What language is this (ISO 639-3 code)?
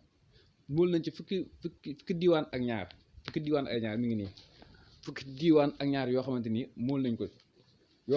wol